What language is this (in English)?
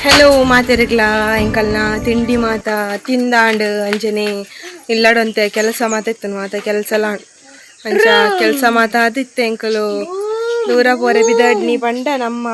Tulu